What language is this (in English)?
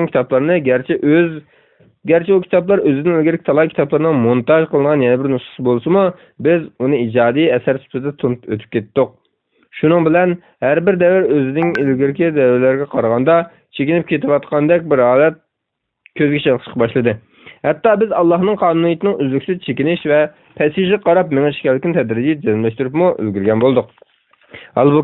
Uyghur